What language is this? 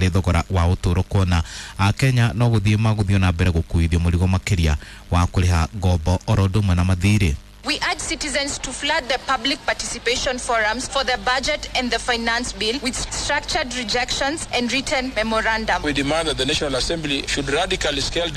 Kikuyu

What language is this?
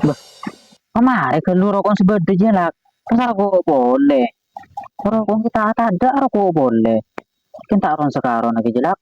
Madurese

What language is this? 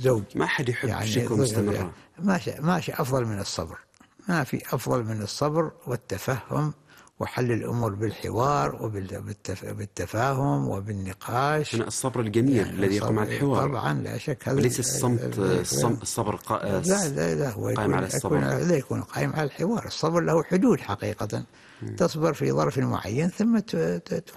Arabic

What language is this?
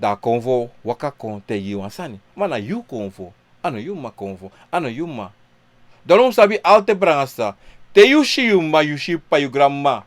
Sranan Tongo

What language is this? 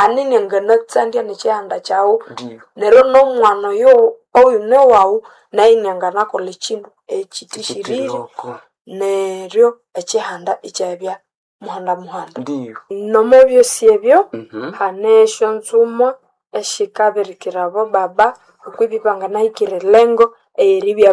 Nande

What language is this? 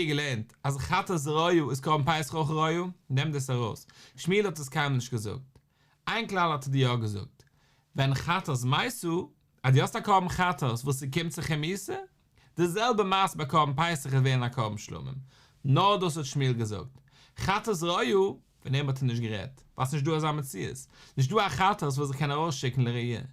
Yiddish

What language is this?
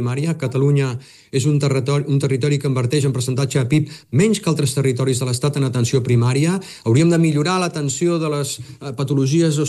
Catalan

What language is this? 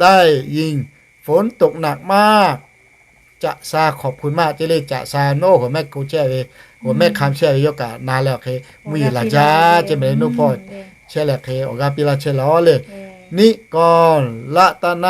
Lahu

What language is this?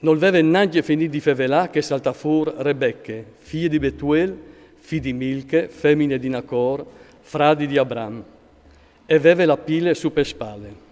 Friulian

